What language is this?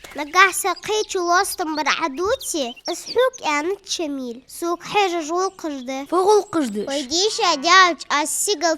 Ingush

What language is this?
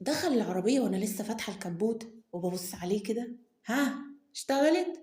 Egyptian Arabic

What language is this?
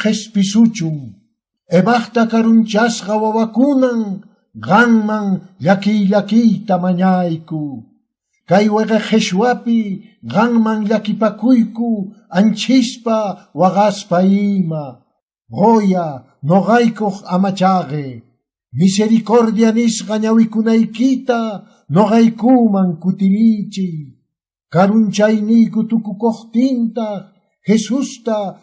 Quechua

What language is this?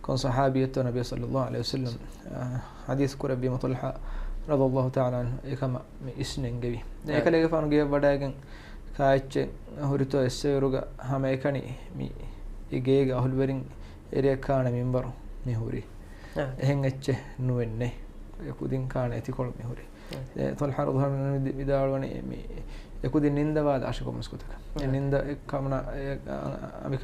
Divehi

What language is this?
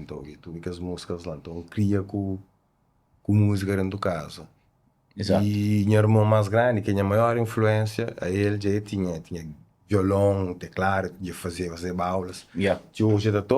Kabuverdianu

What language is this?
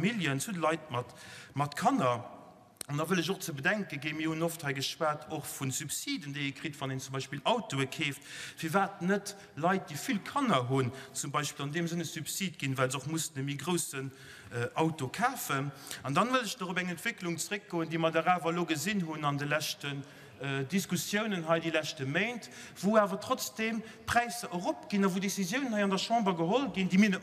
Luxembourgish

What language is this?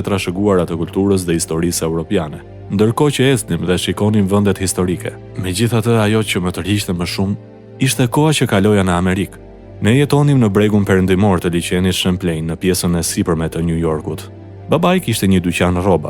Albanian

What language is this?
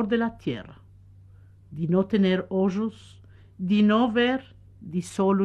Ladino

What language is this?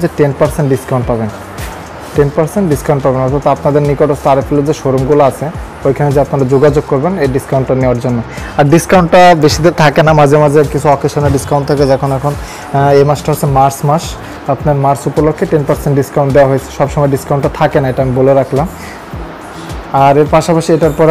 Bangla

